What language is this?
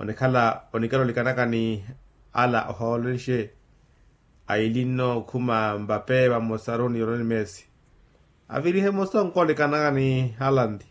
Makhuwa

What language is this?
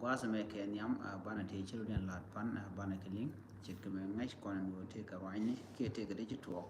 Nuer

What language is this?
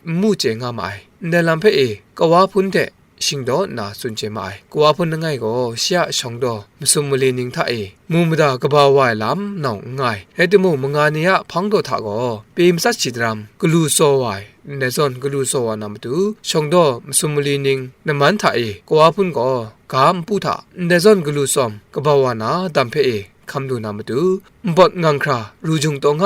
Kachin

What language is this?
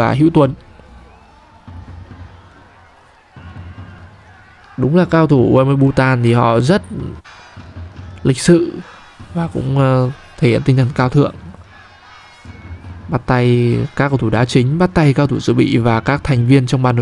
Vietnamese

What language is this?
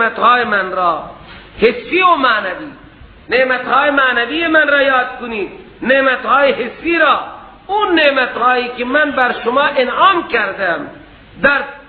Persian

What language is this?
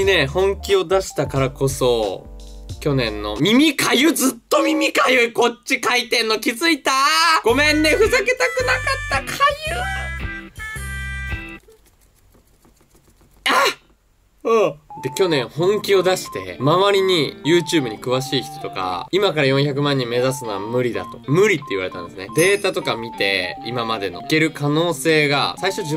Japanese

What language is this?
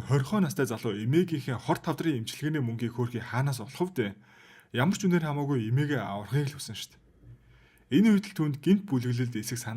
Mongolian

